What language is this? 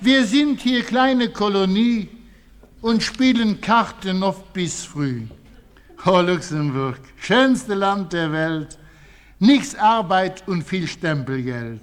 Luxembourgish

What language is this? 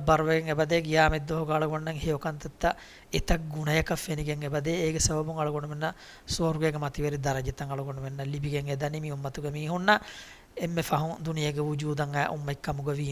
Divehi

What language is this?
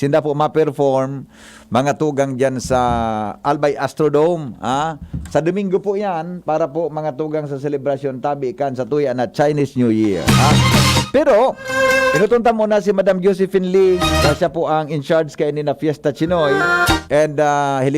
Bikol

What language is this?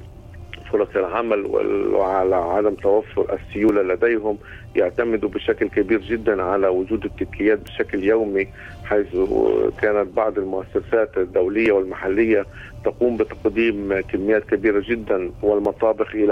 Arabic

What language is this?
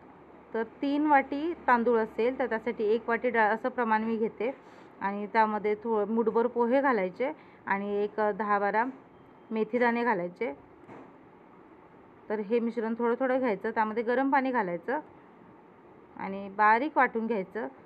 Marathi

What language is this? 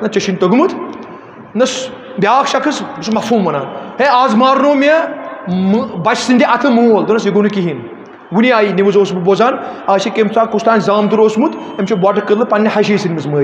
Kashmiri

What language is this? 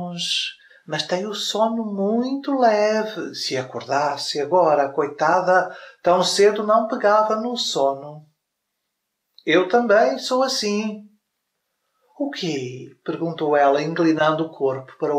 Portuguese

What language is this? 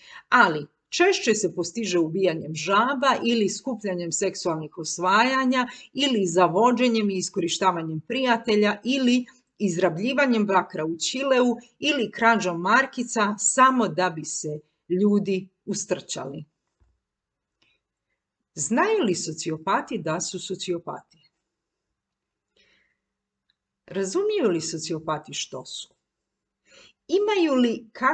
Croatian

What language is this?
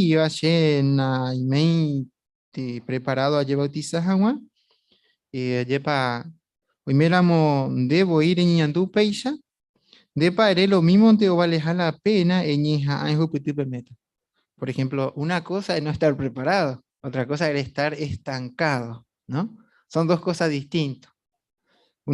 Guarani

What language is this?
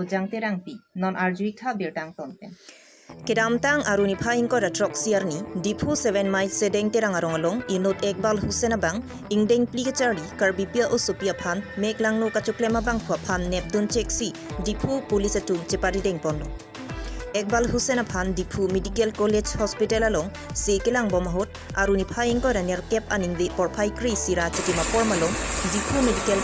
Karbi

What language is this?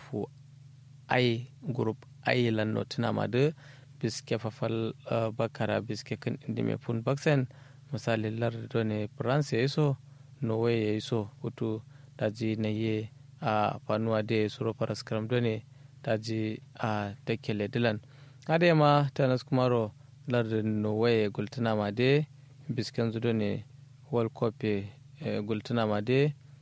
Kanuri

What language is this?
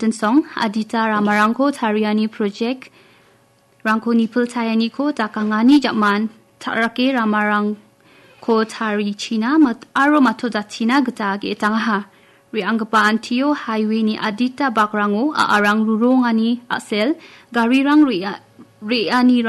Garo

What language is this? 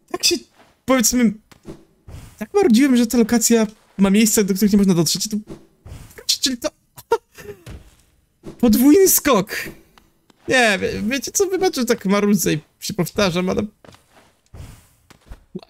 Polish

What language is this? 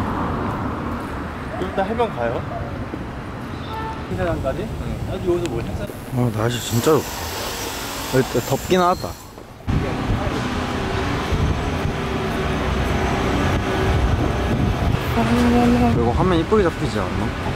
Korean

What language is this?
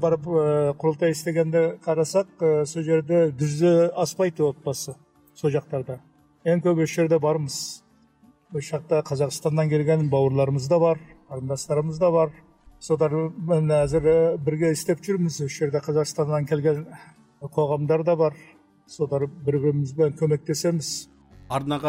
Kazakh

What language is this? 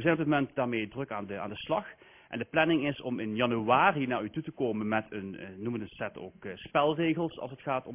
Dutch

